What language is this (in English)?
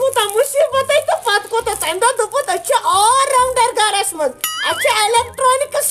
Kashmiri